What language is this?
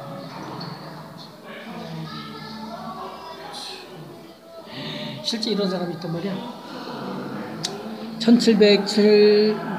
Korean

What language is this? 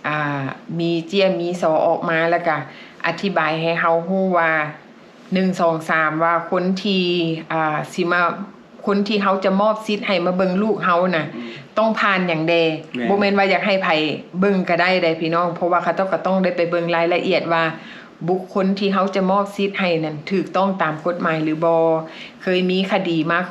Lao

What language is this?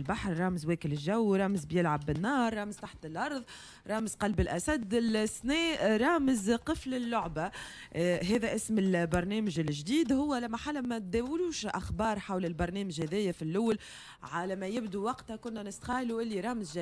Tunisian Arabic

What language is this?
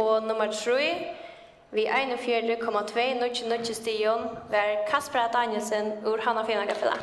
Faroese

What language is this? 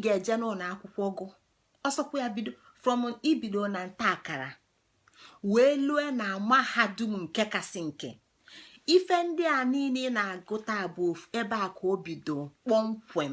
Igbo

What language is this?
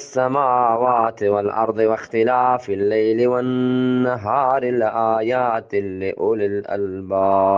Eastern Balochi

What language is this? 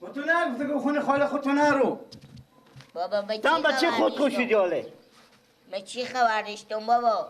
Persian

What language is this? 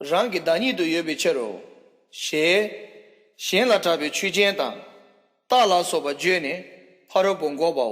Tibetan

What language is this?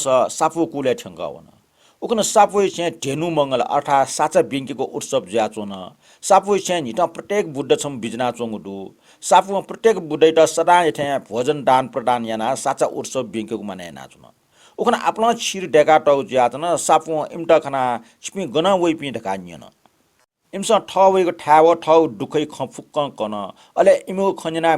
Newari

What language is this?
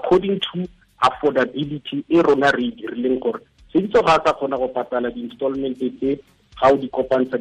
Tswana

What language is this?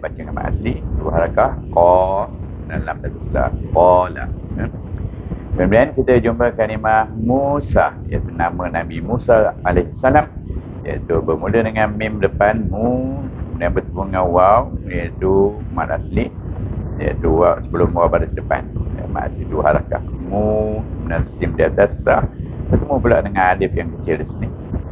Malay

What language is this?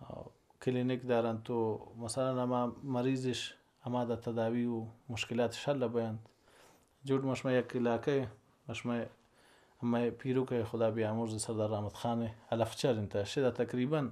Baluchi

